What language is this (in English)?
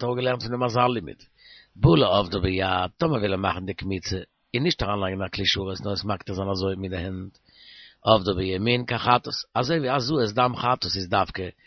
Yiddish